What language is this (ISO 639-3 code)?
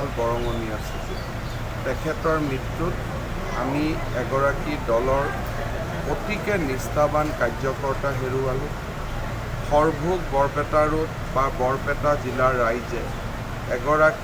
asm